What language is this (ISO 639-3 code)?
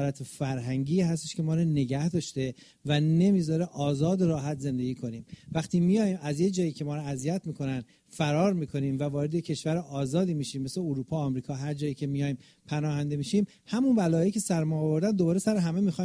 fas